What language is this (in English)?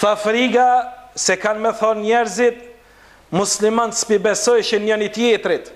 Albanian